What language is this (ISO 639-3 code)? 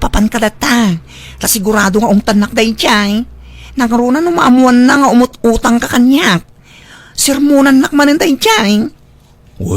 ilo